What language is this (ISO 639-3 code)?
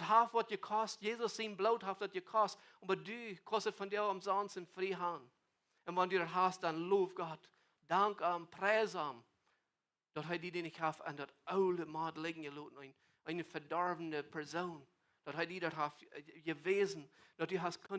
pdt